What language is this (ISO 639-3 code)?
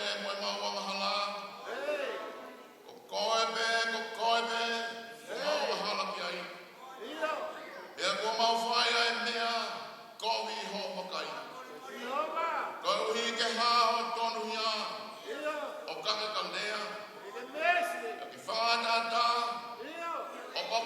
ton